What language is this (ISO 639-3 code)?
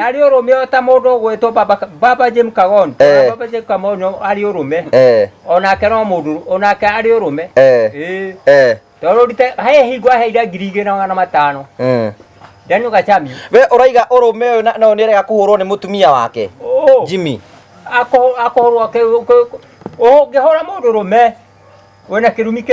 kik